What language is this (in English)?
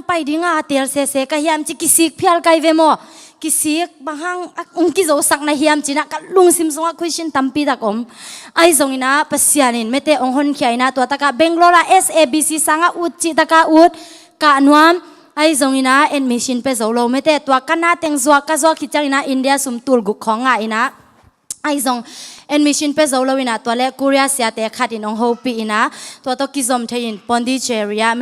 Tedim Chin